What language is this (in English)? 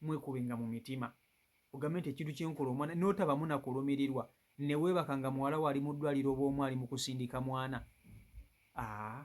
Ganda